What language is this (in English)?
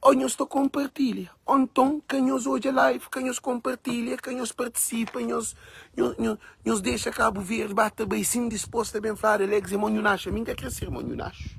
Kabuverdianu